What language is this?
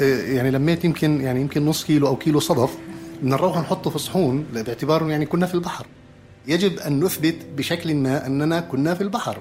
North Levantine Arabic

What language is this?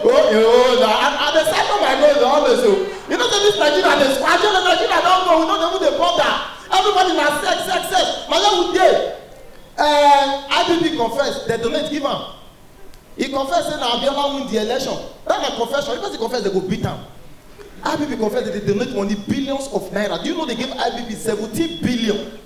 Nigerian Pidgin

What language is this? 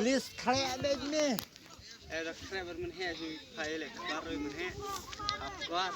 Khasi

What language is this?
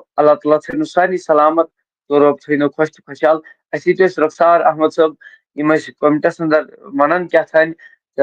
Kashmiri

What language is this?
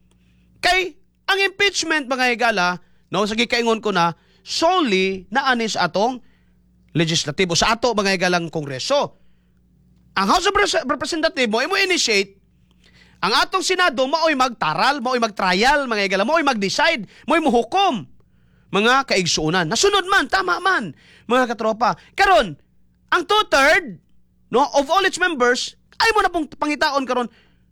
Cebuano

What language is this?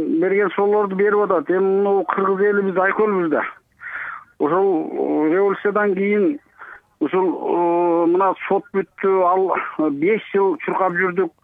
Kyrgyz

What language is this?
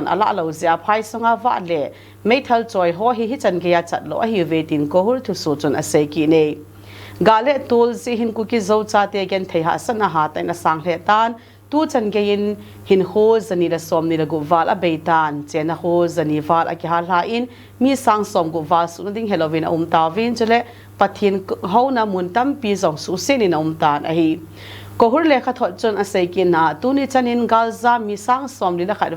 Thado Chin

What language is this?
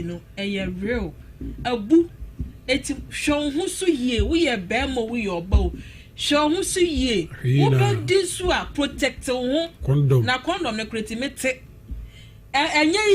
Akan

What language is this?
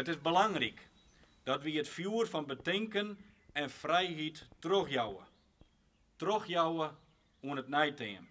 Western Frisian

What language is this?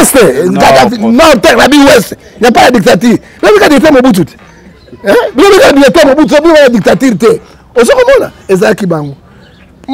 Lingala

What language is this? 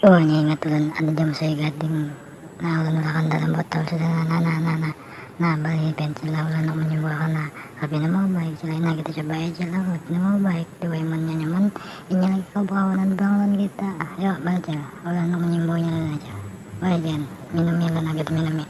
Banjar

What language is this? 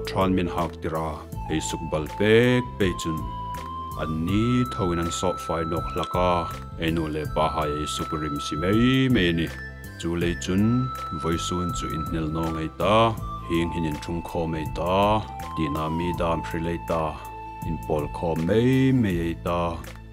Hmar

